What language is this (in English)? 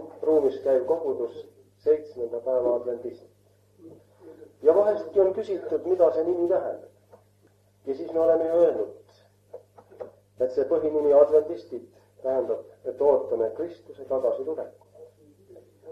Estonian